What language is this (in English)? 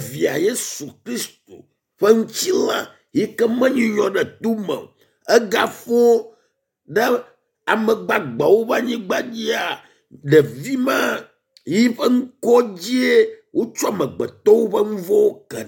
Ewe